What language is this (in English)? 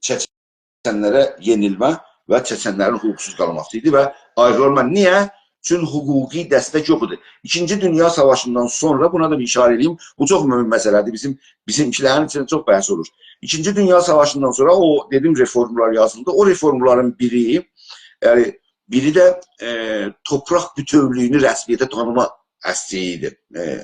South Azerbaijani